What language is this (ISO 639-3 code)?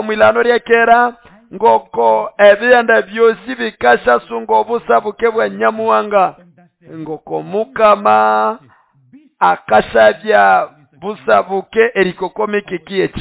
nnb